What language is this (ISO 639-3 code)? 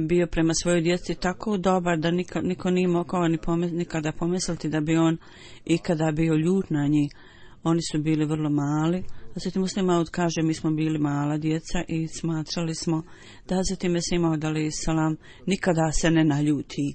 bos